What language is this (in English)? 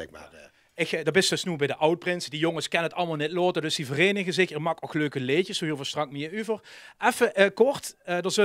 Limburgish